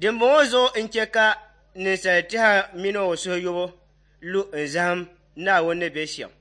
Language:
Dagbani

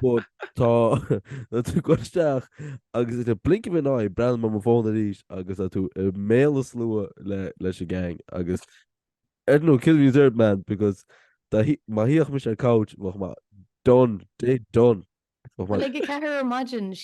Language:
Irish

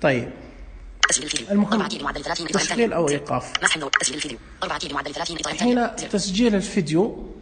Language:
Najdi Arabic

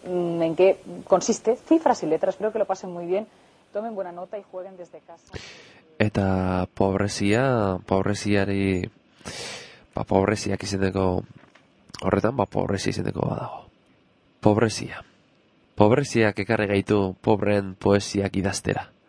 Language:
Basque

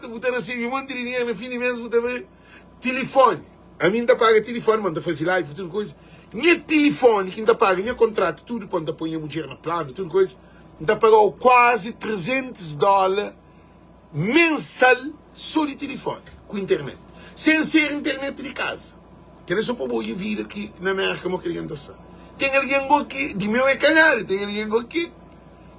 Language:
Kabuverdianu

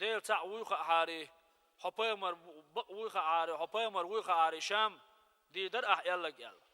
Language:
Chechen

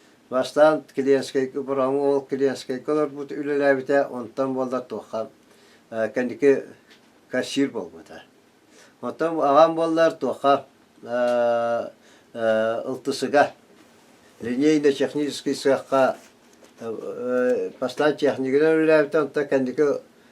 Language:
Yakut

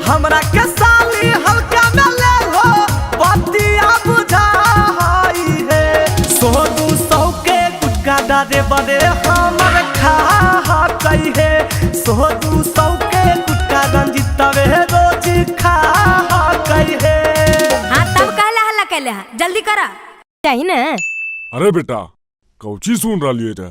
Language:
Magahi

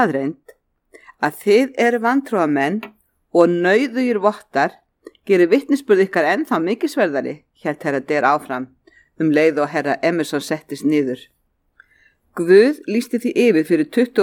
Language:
Icelandic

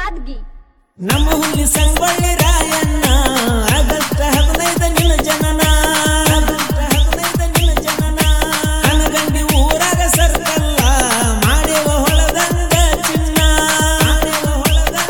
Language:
Kannada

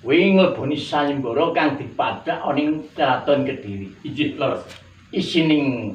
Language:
Javanese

